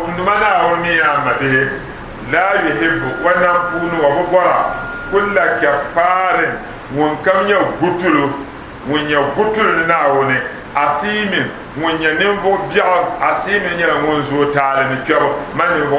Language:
Dagbani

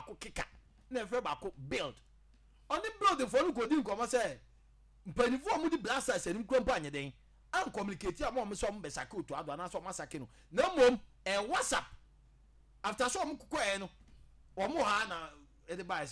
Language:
Akan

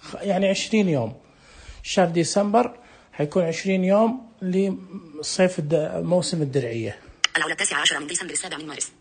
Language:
Najdi Arabic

